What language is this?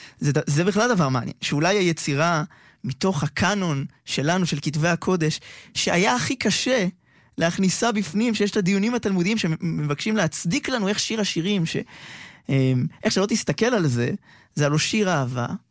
Hebrew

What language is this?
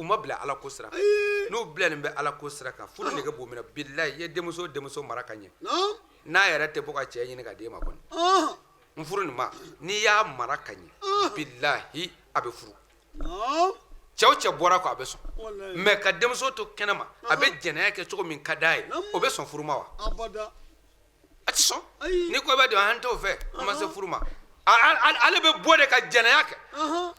Bambara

